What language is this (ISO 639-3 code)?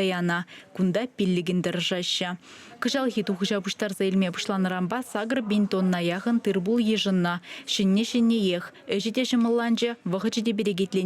chv